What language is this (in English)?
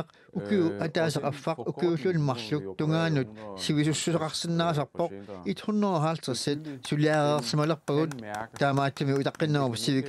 Kalaallisut